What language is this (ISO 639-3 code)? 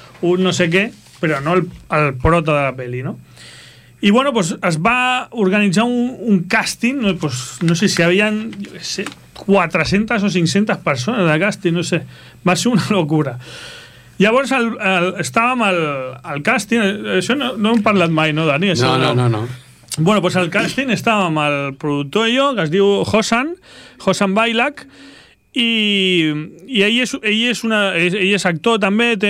cat